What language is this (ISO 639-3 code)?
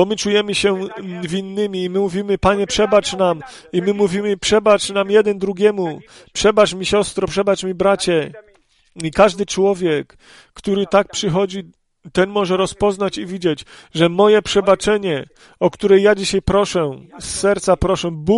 pol